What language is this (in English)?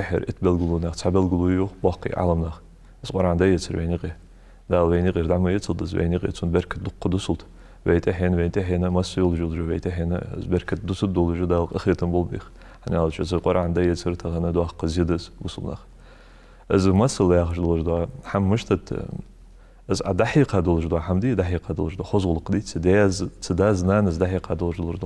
Ingush